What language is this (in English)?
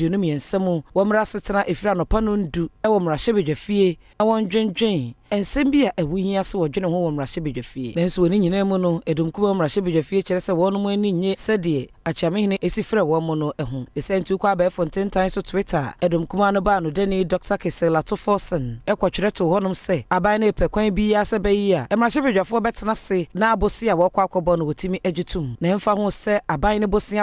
Akan